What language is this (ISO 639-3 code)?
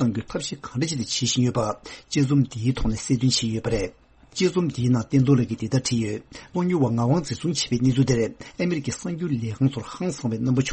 bod